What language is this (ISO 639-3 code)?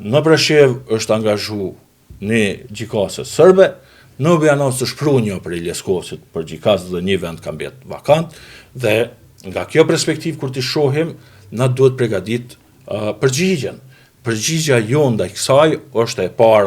sqi